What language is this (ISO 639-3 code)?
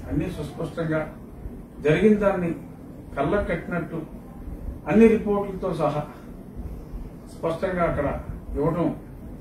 tel